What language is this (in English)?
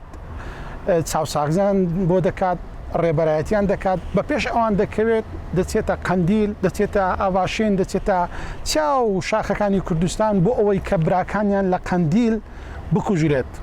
Central Kurdish